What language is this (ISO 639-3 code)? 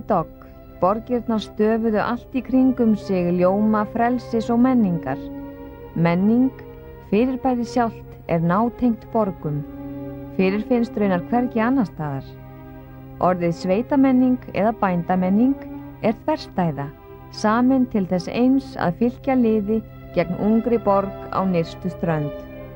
isl